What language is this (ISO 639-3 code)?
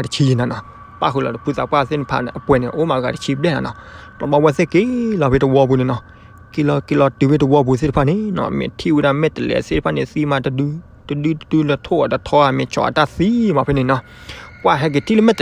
ksw